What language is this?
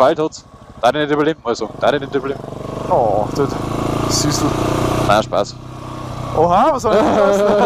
Bavarian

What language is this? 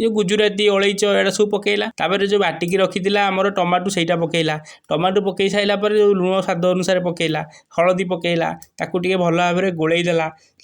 Odia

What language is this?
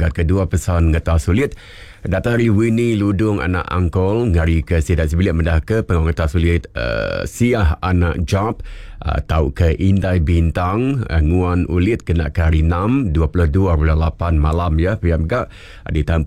Iban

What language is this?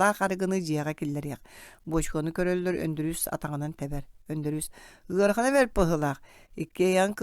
Yakut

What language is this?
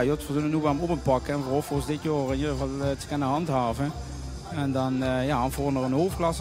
Limburgish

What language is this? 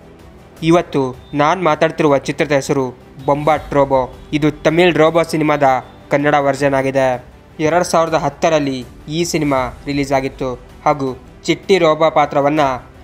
Kannada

